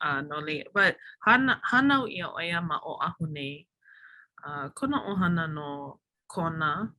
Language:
Hawaiian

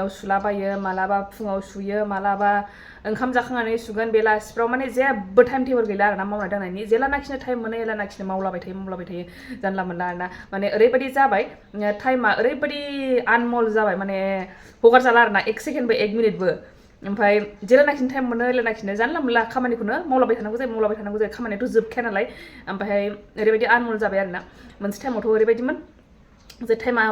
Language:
Bodo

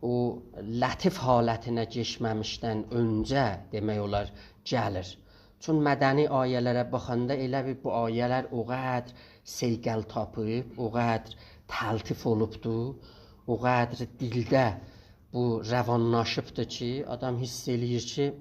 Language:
South Azerbaijani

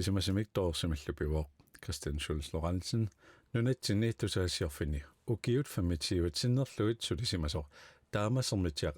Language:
Kalaallisut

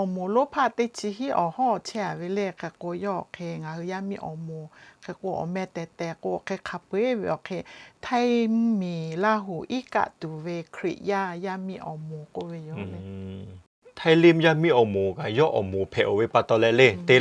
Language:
Lahu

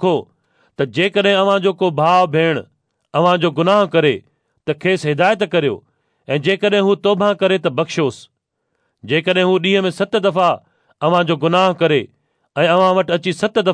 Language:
Sindhi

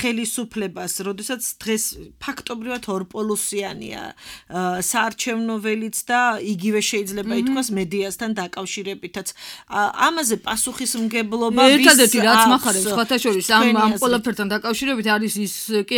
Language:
Georgian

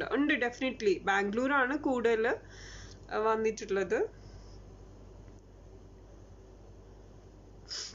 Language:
Malayalam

